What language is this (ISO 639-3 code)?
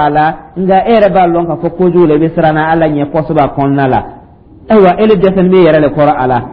dyu